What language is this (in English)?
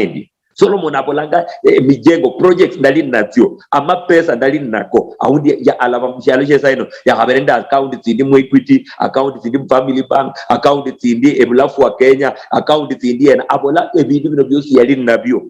Luyia